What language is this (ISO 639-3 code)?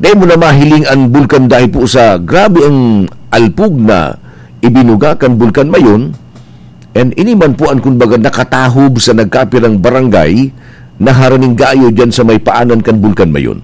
bik